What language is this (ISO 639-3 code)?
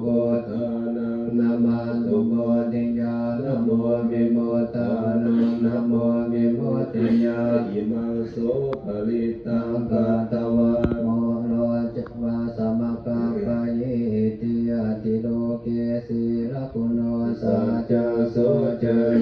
pli